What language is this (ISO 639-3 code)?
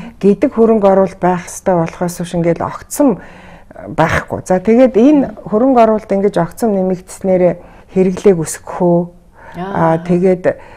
mon